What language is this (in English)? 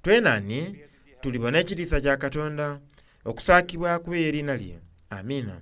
Soga